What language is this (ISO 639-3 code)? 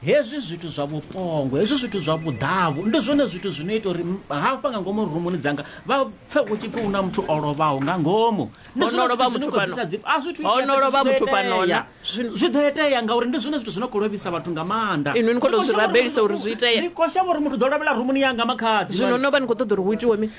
ven